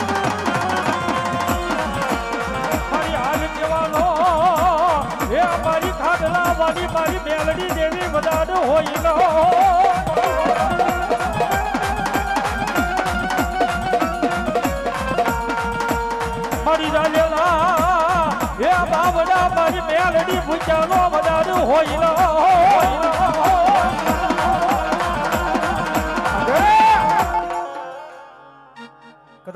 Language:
Gujarati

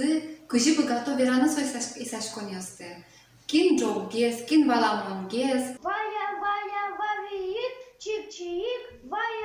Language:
Udmurt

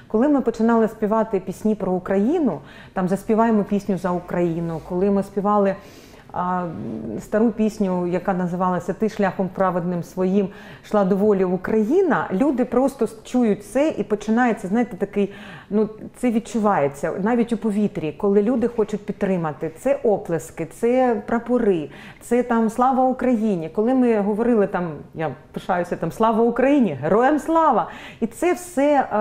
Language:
Ukrainian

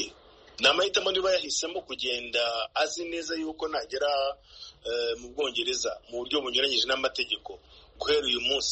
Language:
Kinyarwanda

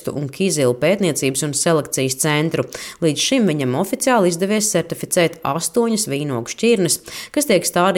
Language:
Latvian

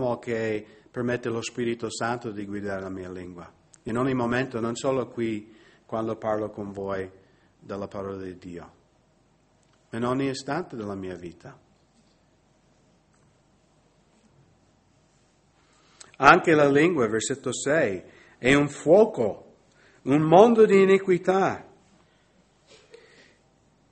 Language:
Italian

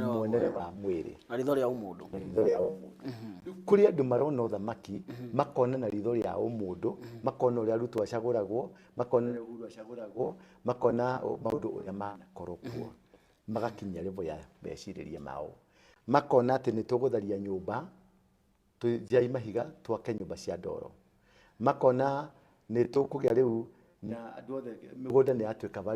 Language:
Kikuyu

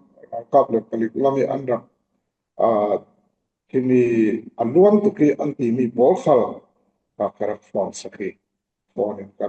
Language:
Falam Chin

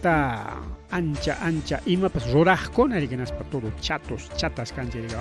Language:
Ayacucho Quechua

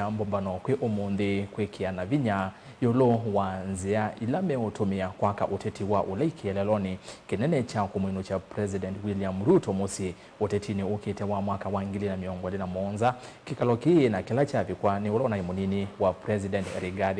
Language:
Kamba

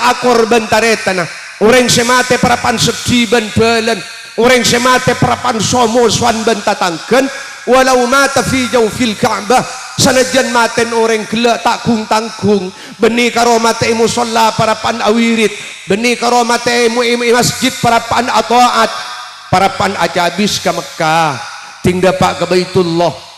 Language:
Madurese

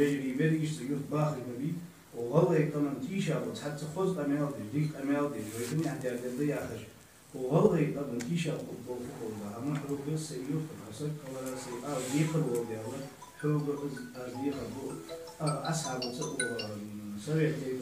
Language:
Ingush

